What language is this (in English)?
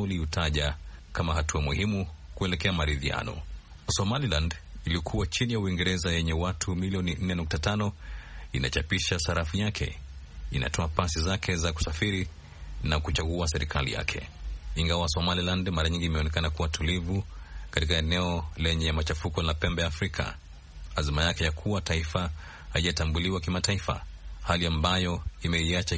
Swahili